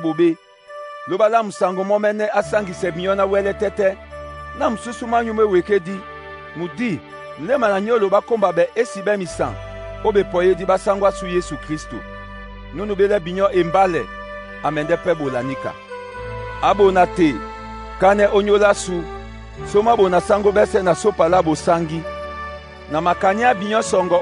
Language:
Duala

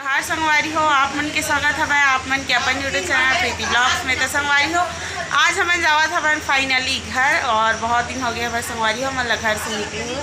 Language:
Chhattisgarhi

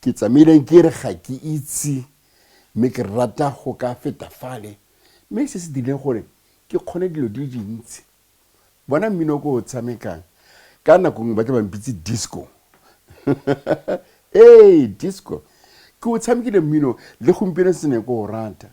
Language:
Tswana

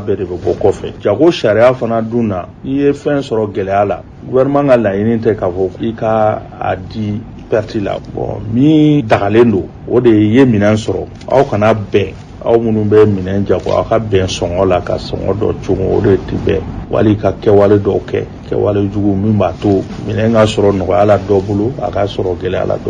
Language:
Bambara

